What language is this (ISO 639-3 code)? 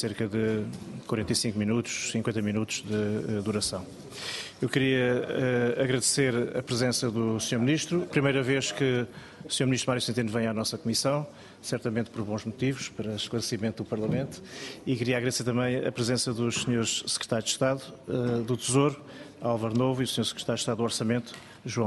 por